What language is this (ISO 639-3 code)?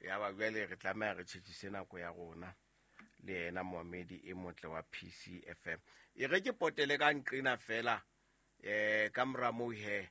sot